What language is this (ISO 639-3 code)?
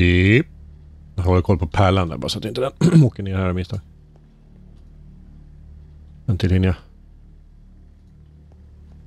swe